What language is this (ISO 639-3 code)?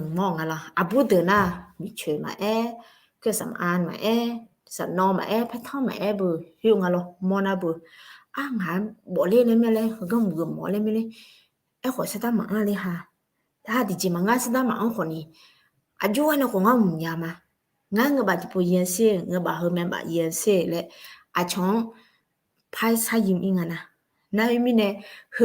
ahk